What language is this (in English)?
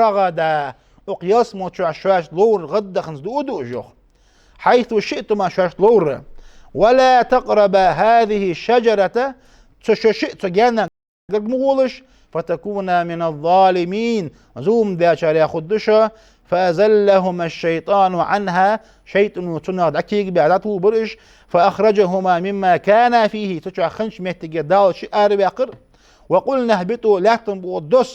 Ingush